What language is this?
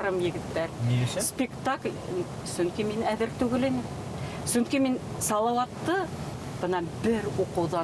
Bashkir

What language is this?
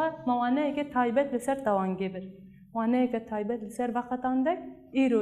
Kurdish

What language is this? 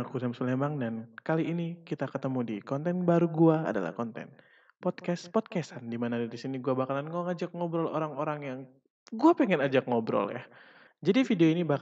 Musi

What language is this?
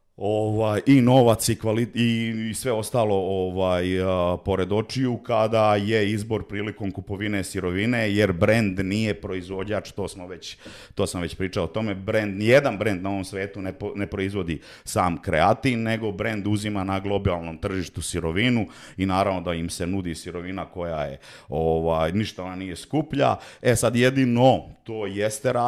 Serbian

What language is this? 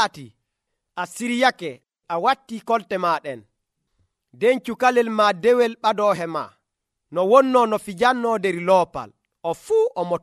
Nigerian Fulfulde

